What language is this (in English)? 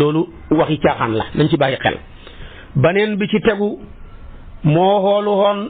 Wolof